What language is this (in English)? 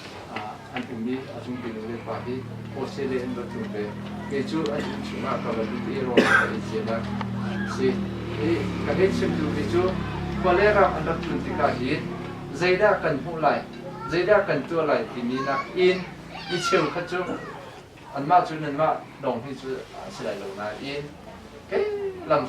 Hakha Chin